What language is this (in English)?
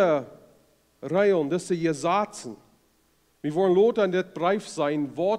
Plautdietsch